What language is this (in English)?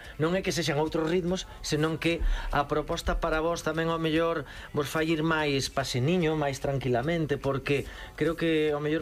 Galician